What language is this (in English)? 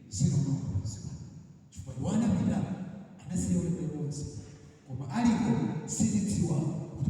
Nyanja